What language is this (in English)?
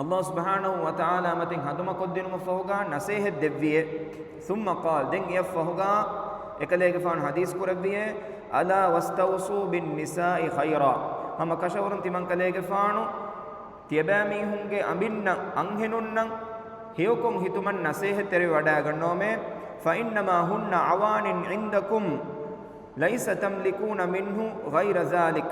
Divehi